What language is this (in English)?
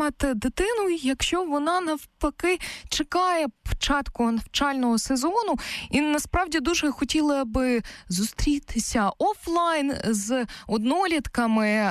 Ukrainian